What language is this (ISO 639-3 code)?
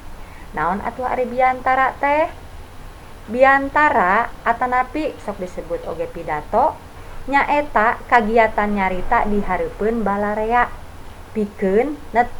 sun